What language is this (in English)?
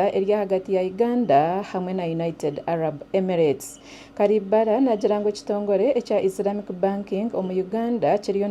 Nyankole